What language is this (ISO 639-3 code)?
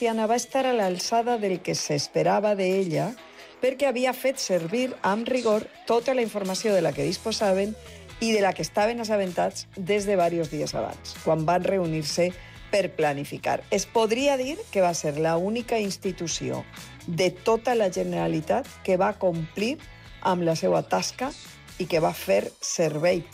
cat